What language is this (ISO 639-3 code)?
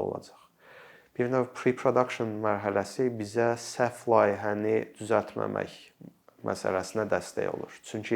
aze